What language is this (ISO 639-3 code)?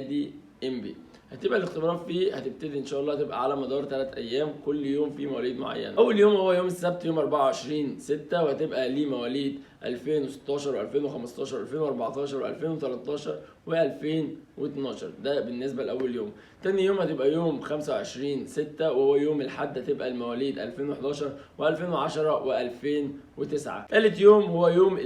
arz